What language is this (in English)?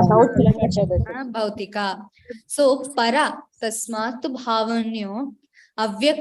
Tulu